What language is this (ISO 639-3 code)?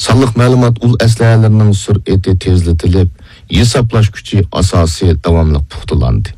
uig